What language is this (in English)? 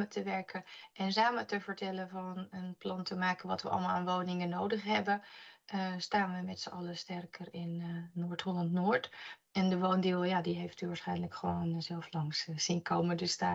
Dutch